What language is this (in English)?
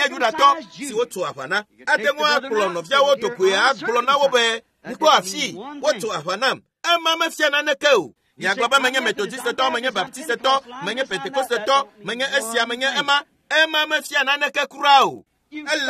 Ewe